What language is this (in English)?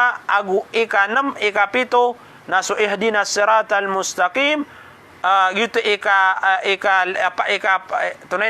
Maranao